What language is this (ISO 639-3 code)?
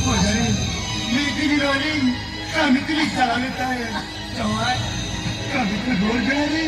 sat